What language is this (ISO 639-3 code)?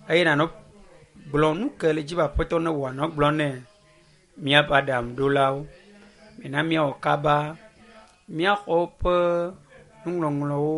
ewe